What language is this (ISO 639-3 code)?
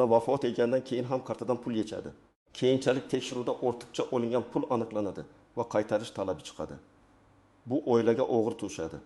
uzb